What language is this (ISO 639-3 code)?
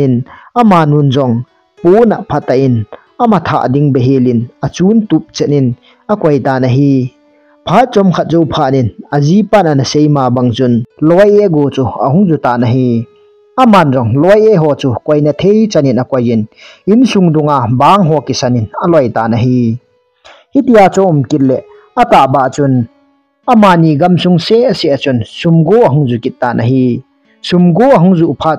tcz